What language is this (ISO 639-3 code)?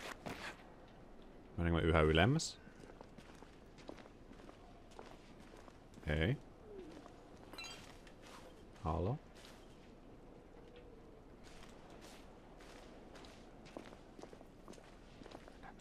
fin